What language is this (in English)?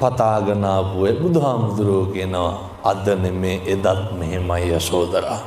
Sinhala